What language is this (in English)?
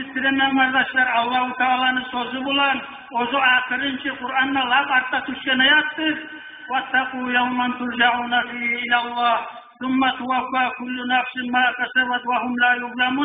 Kumyk